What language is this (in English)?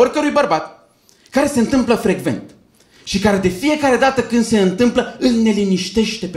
Romanian